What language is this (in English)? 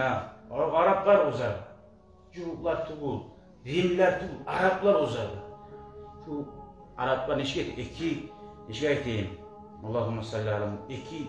Kumyk